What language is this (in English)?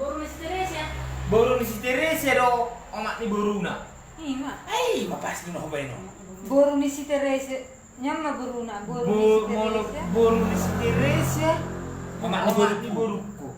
Batak Toba